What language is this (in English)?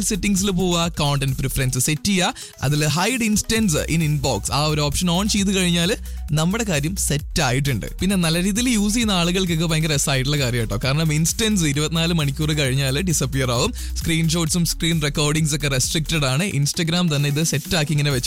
Malayalam